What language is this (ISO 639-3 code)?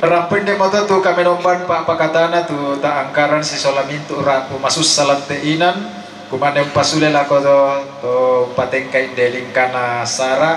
sda